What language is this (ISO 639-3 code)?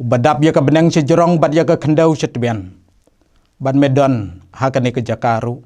kha